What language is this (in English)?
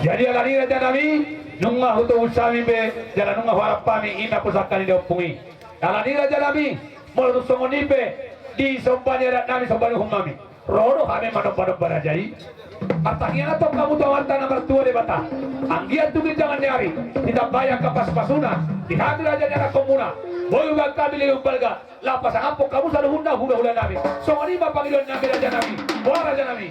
Batak Toba